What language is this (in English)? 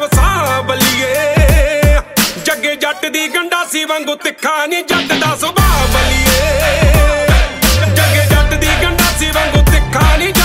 Punjabi